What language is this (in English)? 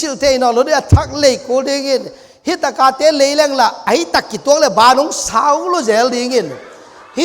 Tedim Chin